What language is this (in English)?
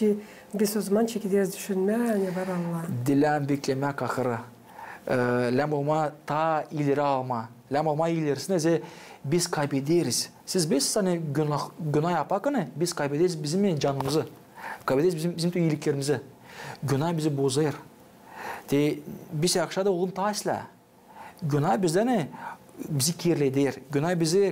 Gagauz